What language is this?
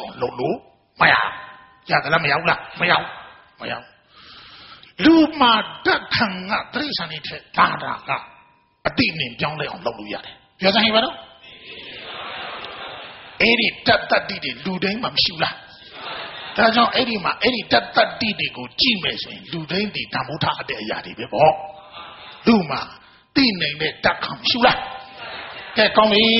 Burmese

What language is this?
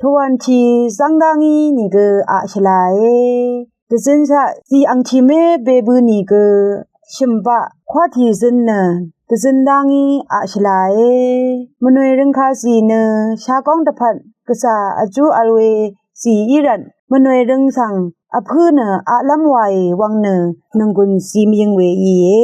Rawang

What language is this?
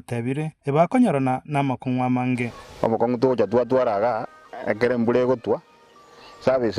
Gusii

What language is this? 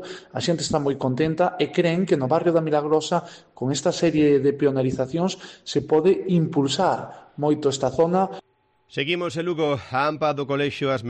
Galician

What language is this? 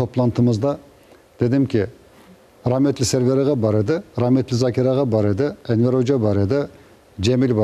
Crimean Tatar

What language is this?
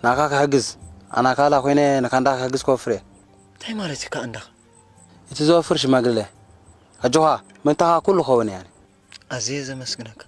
Tigrinya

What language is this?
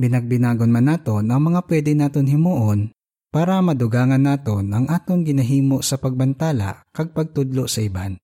Hiligaynon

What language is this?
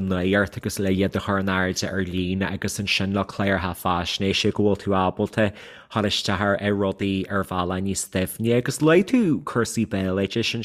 Irish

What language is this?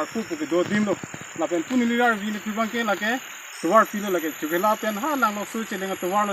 Karbi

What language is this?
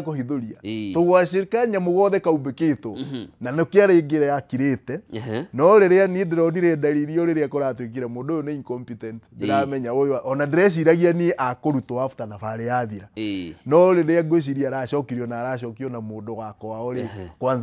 Kikuyu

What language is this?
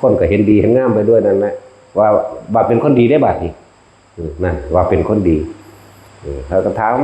Northeastern Thai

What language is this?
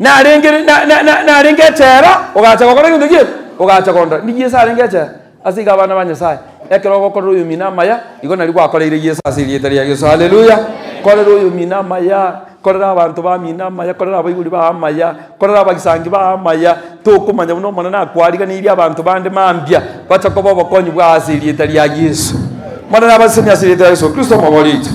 Gusii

